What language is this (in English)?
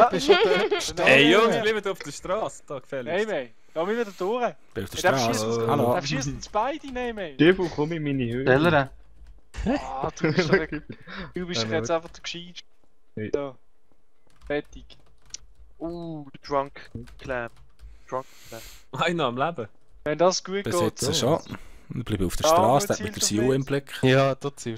Swiss German